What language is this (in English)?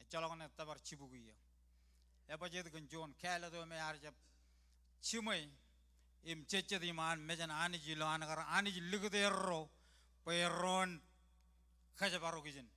Marshallese